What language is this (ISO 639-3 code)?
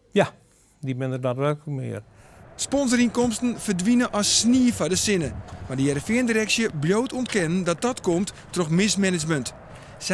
fry